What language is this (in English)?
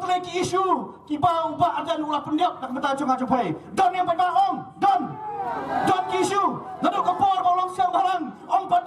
Khasi